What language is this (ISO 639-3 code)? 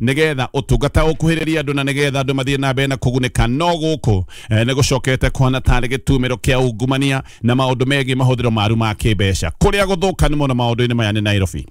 kik